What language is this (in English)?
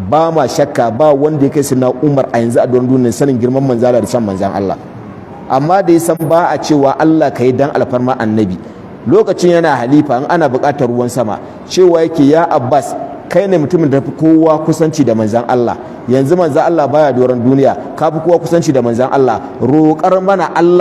Hausa